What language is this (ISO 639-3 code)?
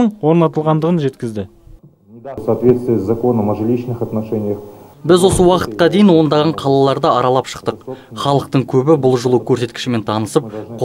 kaz